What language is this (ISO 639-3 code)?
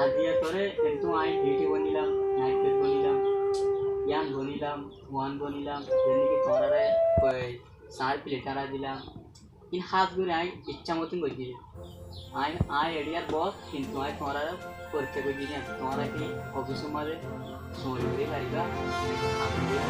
rhg